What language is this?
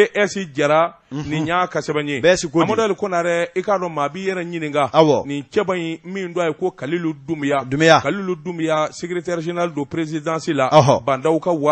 Bambara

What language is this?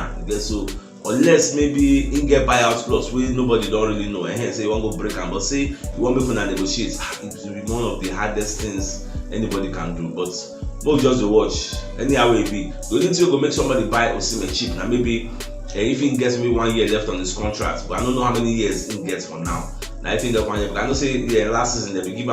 Nigerian Pidgin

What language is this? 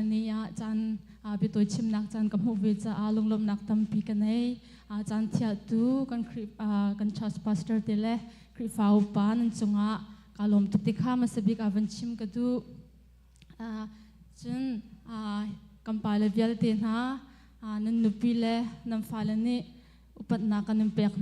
Hakha Chin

